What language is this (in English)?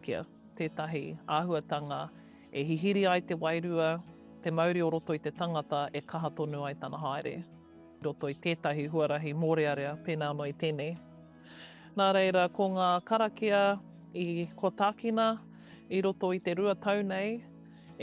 Māori